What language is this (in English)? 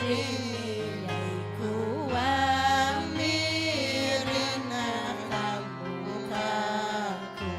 Ayacucho Quechua